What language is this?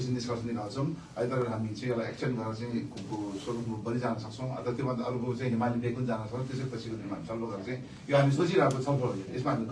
Nepali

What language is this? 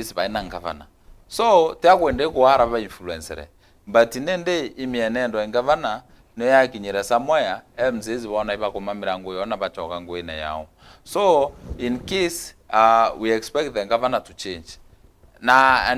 Meru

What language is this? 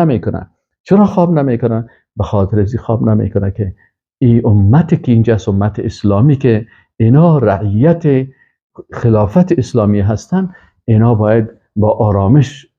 Persian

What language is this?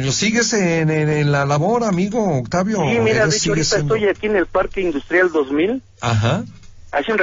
Spanish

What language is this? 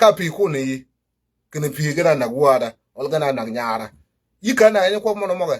Nuer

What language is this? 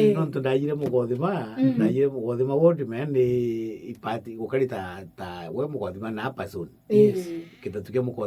Meru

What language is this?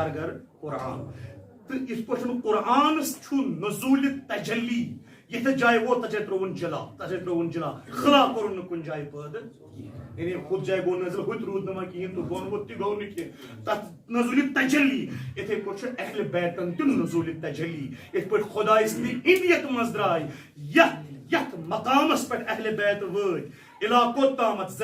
Kashmiri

